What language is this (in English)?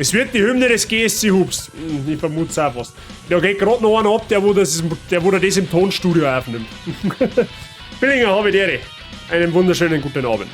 Bavarian